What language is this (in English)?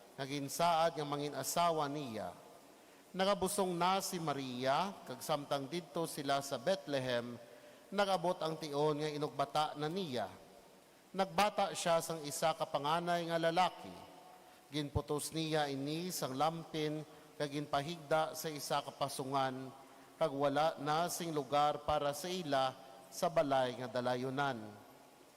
Hiligaynon